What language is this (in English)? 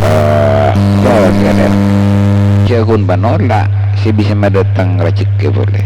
Madurese